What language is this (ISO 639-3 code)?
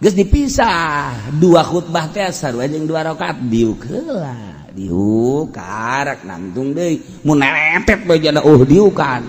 sun